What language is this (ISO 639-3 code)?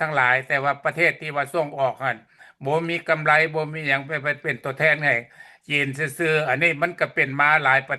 lao